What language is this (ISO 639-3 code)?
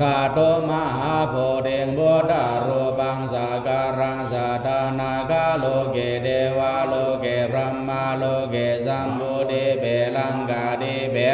pli